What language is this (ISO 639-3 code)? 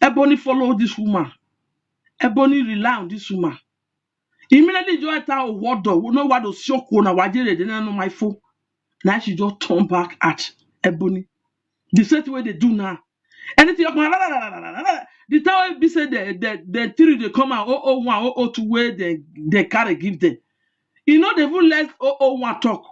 pcm